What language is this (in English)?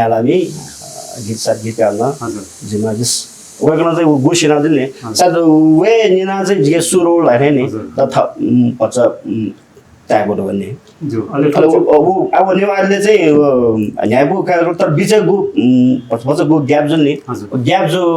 Newari